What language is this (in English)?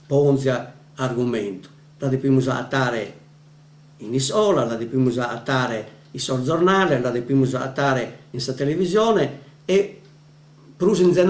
Sardinian